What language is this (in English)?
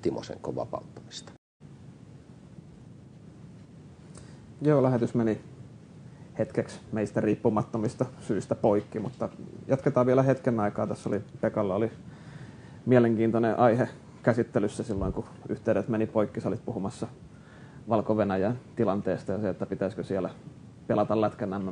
Finnish